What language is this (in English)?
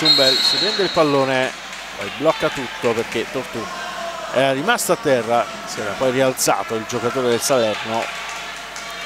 Italian